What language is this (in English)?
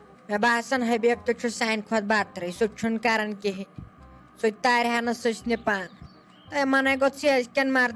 Kashmiri